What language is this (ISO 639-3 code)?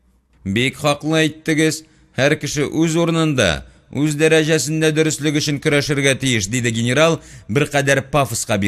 tat